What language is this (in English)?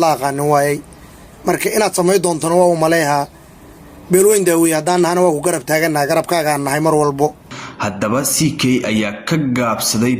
Somali